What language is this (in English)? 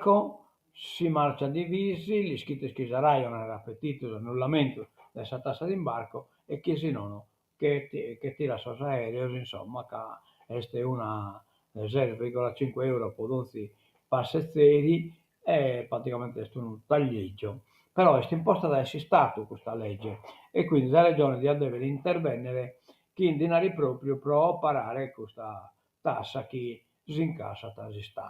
Sardinian